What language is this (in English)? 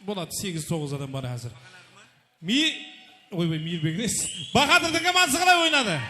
Kara-Kalpak